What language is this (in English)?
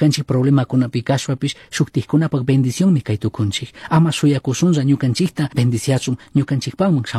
Chimborazo Highland Quichua